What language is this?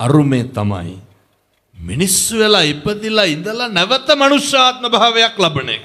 Sinhala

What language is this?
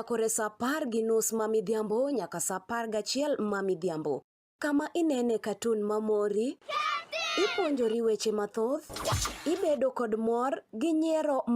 Luo (Kenya and Tanzania)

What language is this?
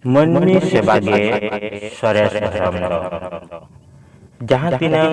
Santali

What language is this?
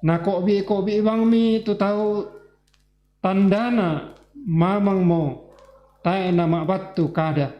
Toraja-Sa'dan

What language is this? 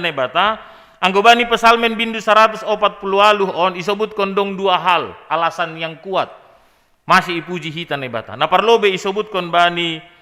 Batak Simalungun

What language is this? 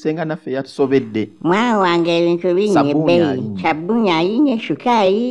Ganda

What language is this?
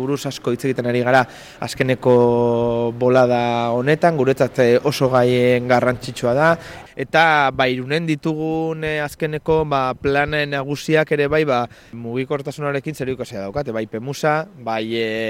Basque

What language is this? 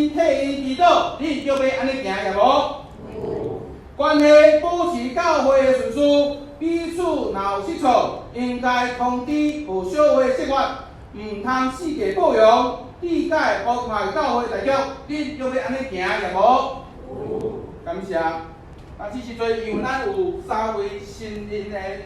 Min Nan Chinese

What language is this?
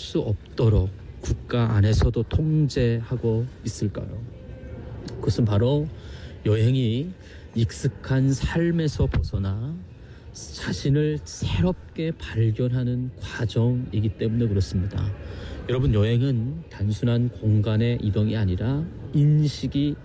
Korean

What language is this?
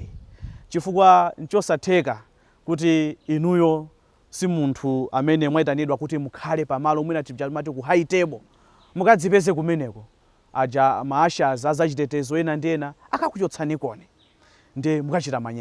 Nyanja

